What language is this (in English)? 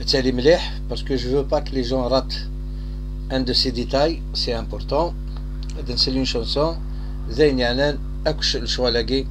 Kabyle